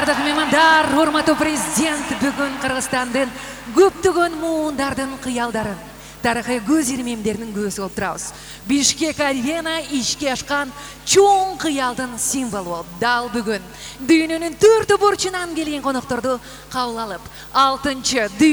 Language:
Kyrgyz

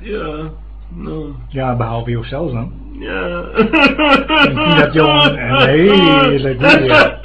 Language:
Western Frisian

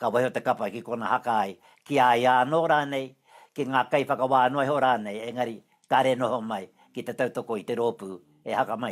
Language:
Māori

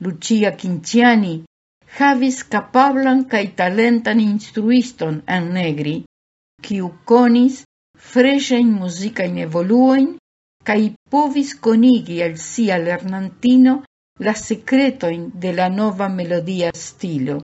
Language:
Esperanto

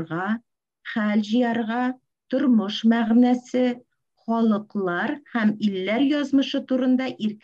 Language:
Tatar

